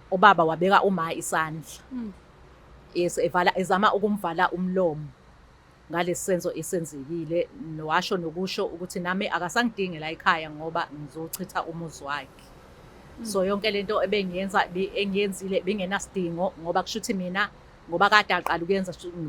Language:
Zulu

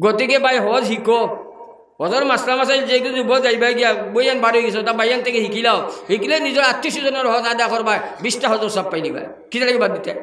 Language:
Sylheti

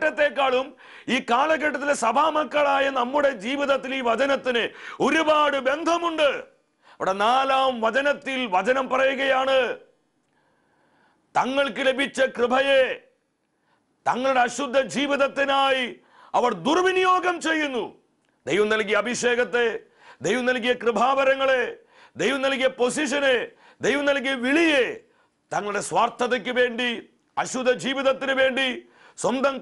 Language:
Malayalam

